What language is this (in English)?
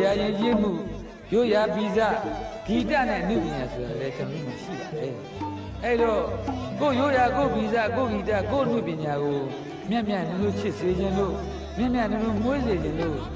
Burmese